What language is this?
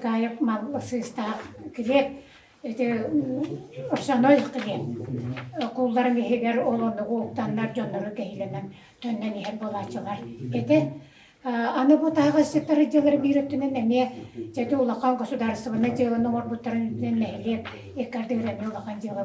Yakut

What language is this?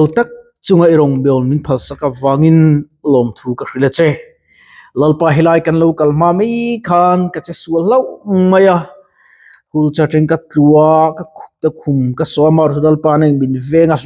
Mizo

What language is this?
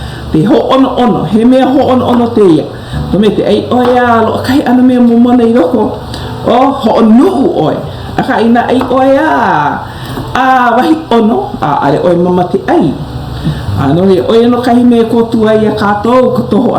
Hawaiian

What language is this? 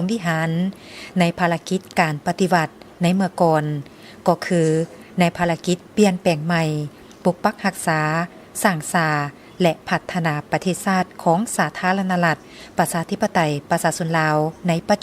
Lao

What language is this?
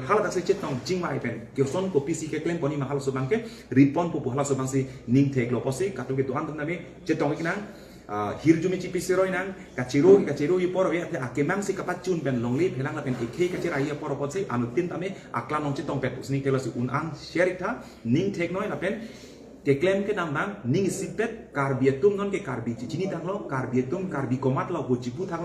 Karbi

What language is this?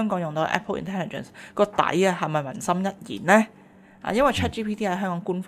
Cantonese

